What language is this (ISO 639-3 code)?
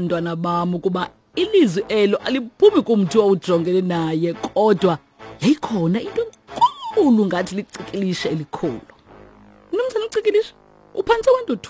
xho